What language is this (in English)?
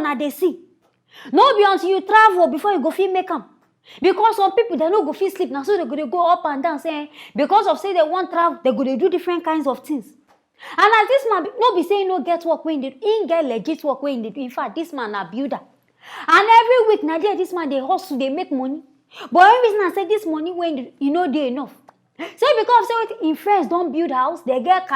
Nigerian Pidgin